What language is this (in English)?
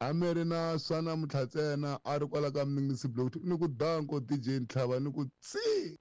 Tsonga